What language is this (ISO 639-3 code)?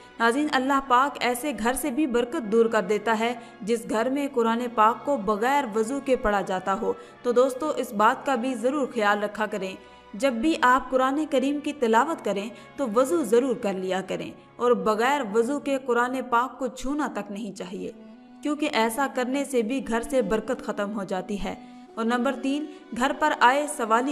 urd